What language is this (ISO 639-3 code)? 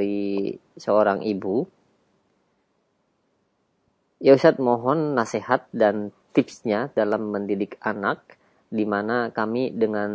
ind